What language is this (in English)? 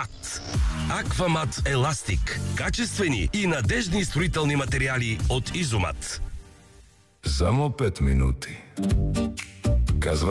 Bulgarian